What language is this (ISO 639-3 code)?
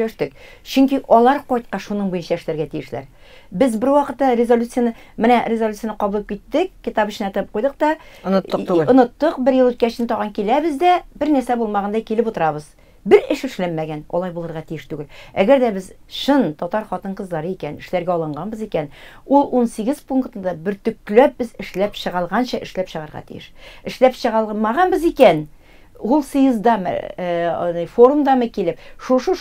tat